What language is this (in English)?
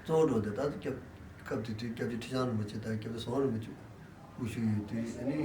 Tibetan